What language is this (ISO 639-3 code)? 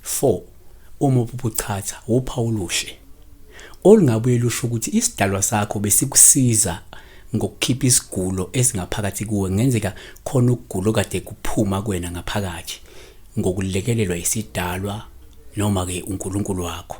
zul